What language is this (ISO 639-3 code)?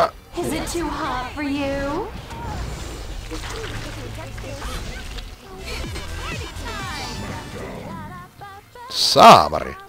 fin